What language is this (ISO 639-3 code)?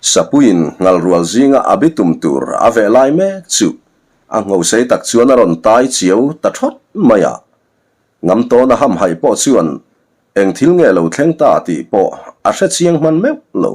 lus